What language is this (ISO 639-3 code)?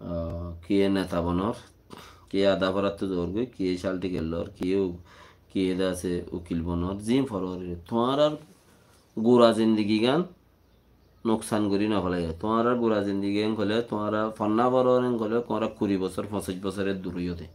rhg